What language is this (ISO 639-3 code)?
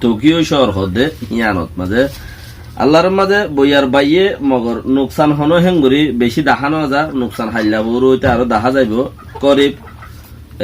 rhg